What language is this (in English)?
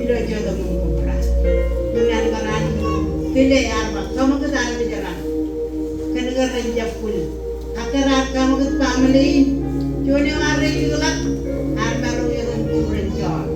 Marshallese